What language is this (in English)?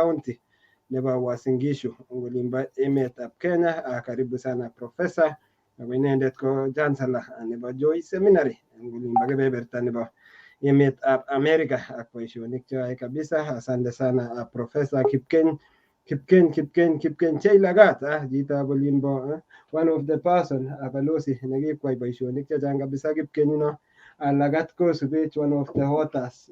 Kalenjin